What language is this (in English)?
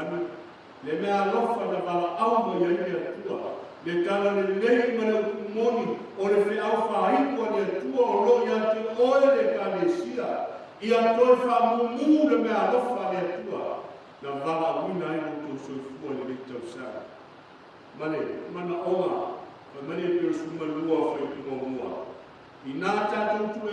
Samoan